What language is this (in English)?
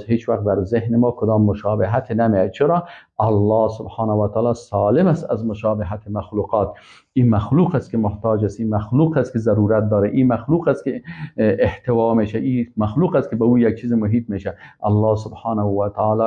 Persian